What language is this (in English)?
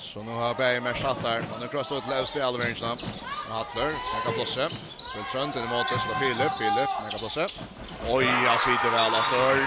Faroese